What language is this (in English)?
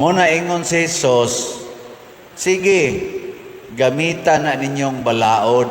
Cebuano